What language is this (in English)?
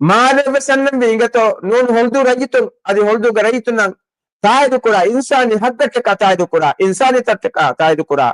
Divehi